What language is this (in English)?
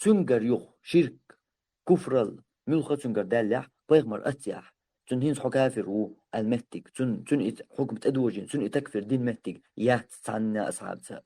Chechen